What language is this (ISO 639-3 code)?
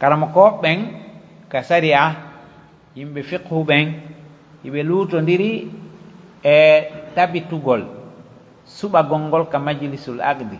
fuf